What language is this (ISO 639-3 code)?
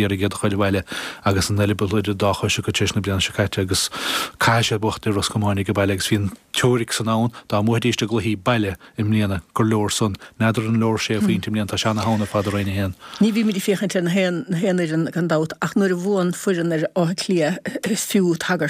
gle